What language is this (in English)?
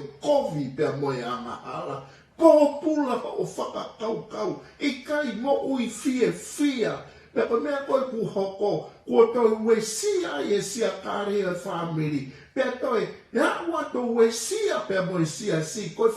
Tongan